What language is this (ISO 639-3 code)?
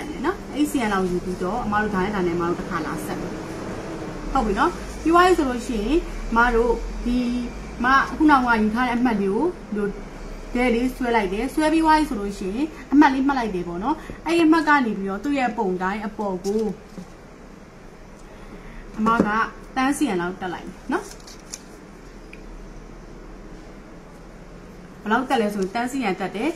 mya